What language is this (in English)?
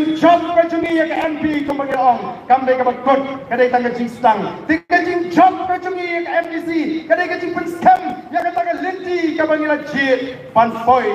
Khasi